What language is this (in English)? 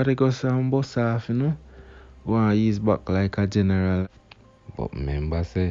Jamaican Creole English